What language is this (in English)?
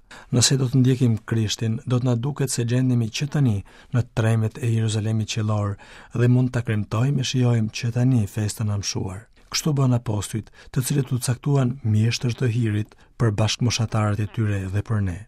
Albanian